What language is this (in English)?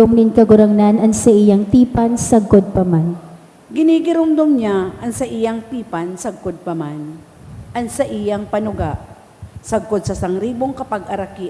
Bikol